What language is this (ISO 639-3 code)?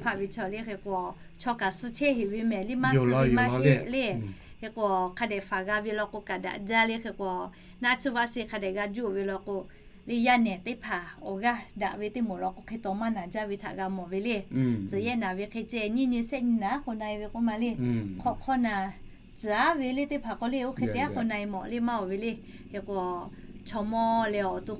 lhu